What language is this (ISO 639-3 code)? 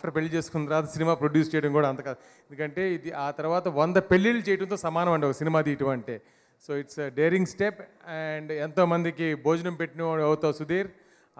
tel